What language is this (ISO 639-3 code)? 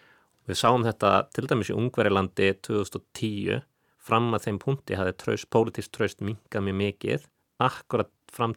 isl